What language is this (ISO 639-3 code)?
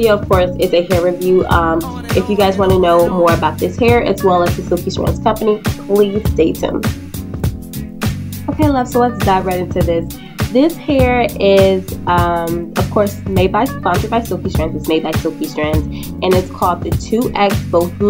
eng